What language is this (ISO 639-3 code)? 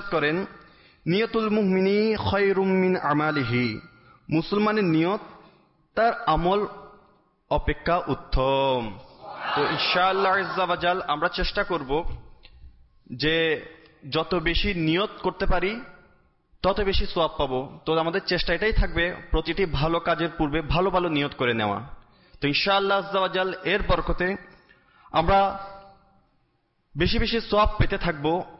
ben